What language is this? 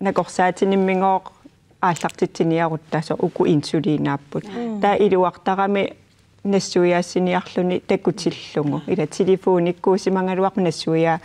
Kalaallisut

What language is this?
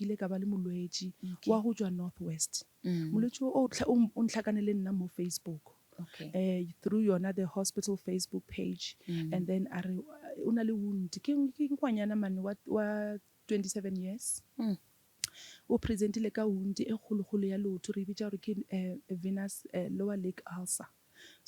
Northern Sotho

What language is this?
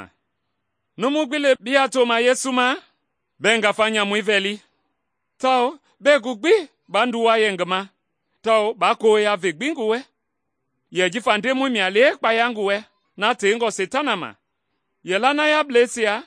Mende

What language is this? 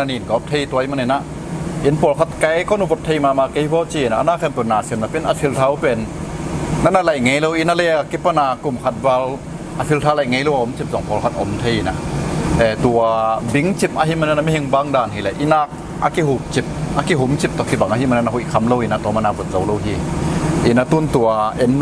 Tedim Chin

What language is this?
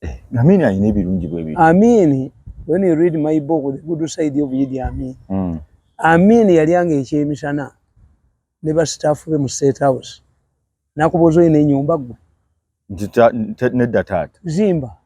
Ganda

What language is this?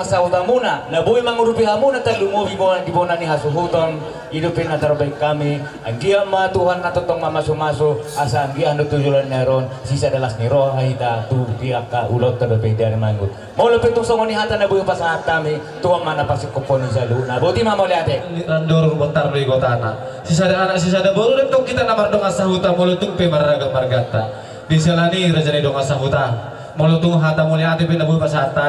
Batak Toba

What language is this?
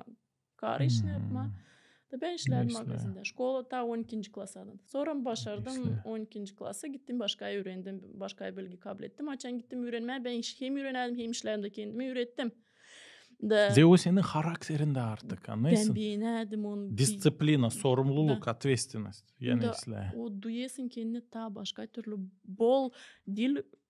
Gagauz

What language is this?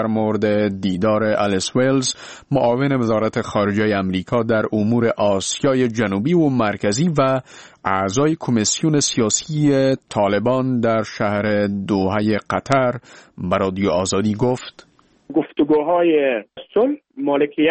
Persian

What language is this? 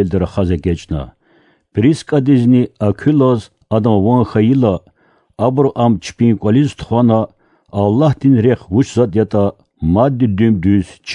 Lezghian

